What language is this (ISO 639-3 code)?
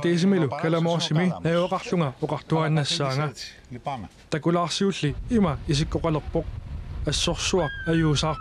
kal